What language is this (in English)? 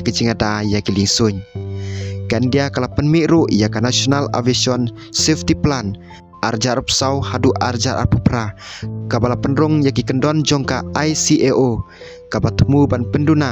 Khasi